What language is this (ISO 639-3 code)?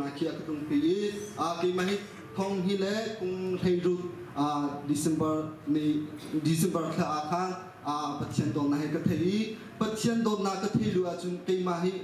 cnh